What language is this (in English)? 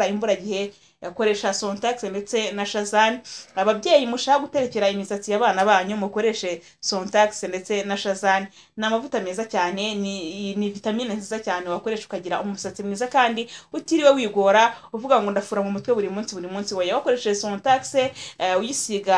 Kinyarwanda